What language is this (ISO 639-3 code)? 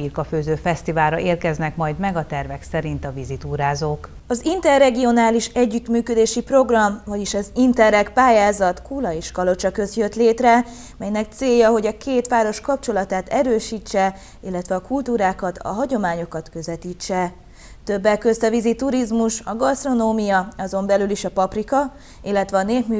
hun